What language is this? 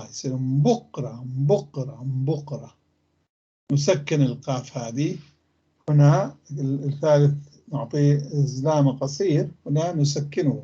North Levantine Arabic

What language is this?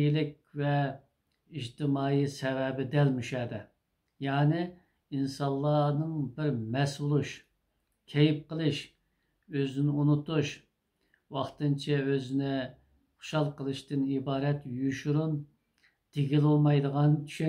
Uyghur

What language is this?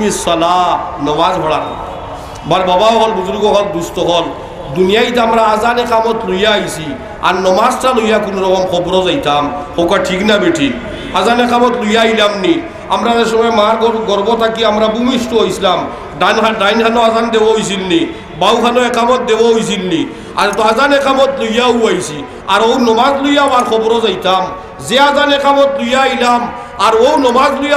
Sylheti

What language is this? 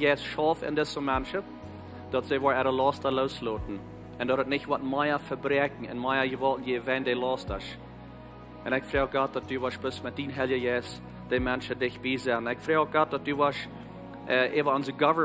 Plautdietsch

